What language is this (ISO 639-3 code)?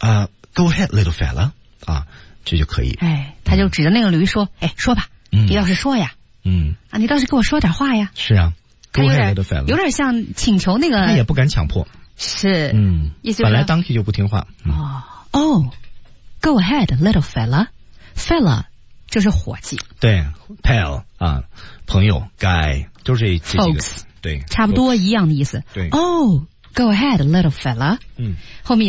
zho